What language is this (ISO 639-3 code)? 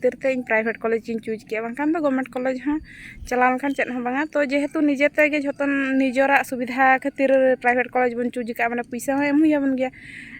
sat